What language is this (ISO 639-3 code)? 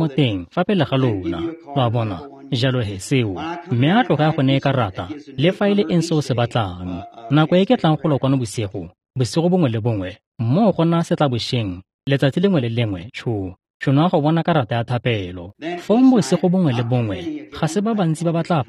tsn